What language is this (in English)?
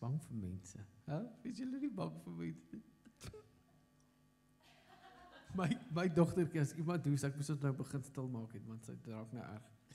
Afrikaans